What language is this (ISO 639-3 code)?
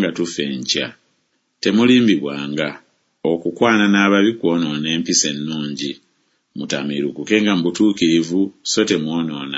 lug